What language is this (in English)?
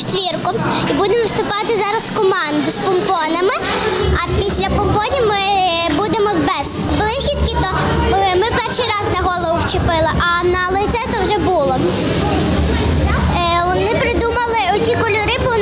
Ukrainian